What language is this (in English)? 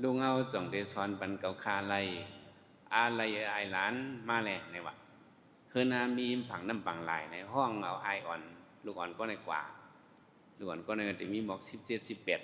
Shan